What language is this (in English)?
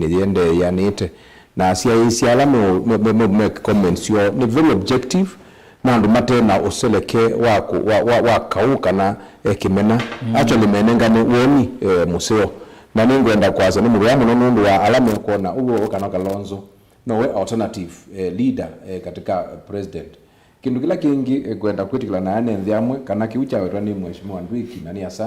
Kamba